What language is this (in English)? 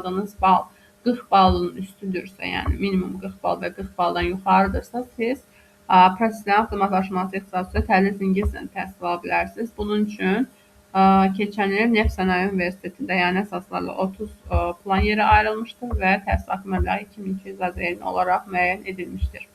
Azerbaijani